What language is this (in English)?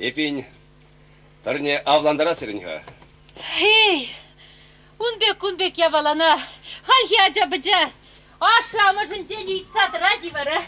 Chuvash